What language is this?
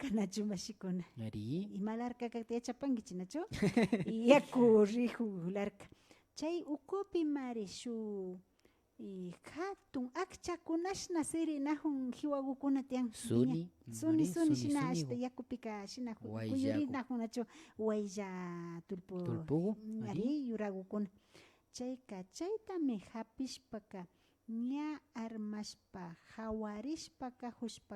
Imbabura Highland Quichua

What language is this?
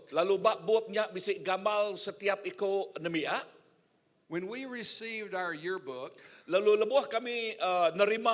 Iban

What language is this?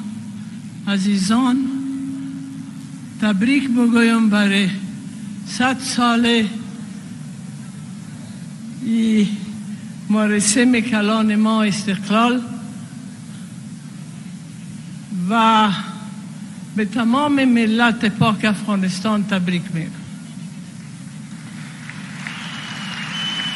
Persian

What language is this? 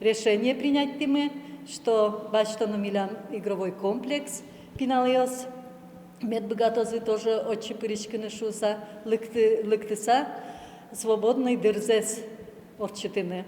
Udmurt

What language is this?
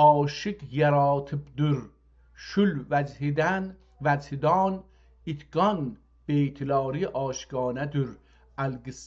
South Azerbaijani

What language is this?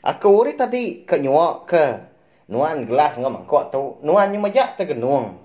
Iban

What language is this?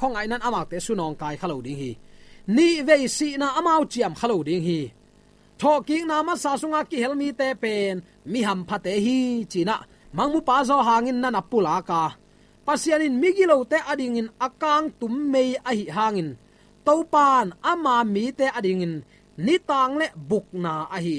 Tedim Chin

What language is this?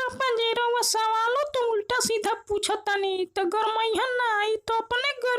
Bhojpuri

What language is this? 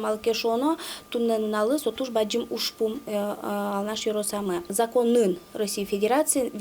Udmurt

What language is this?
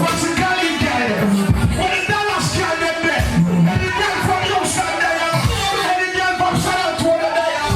Jamaican Creole English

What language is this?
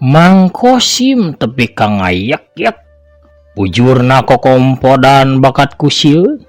Sundanese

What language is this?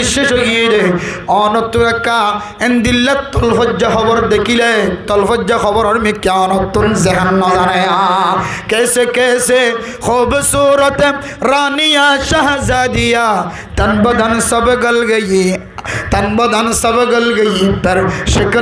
Rohingya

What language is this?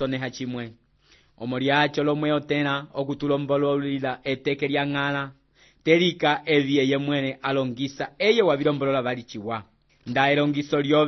Umbundu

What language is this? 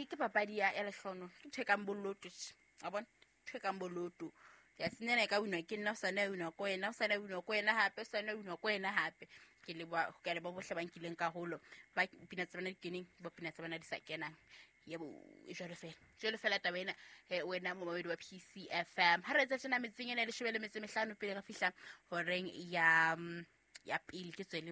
Southern Sotho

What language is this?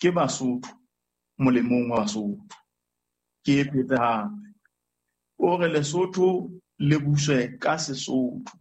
Southern Sotho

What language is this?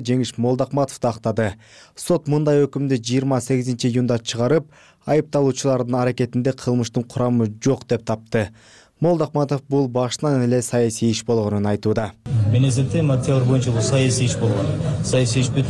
Kyrgyz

